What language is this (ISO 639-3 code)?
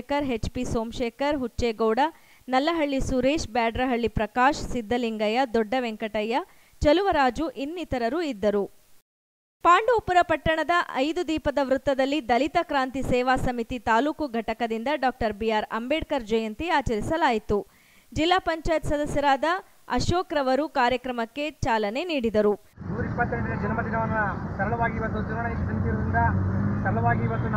kan